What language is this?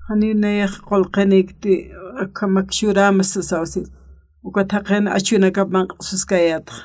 Aymara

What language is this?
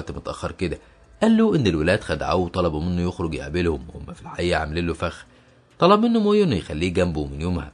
Egyptian Arabic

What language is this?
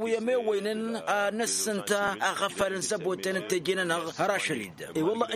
Tamasheq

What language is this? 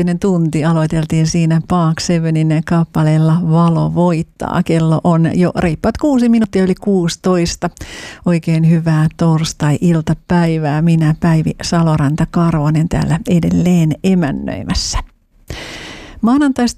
Finnish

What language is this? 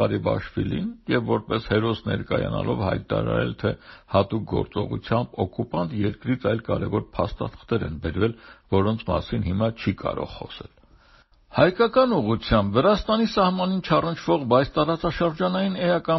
Armenian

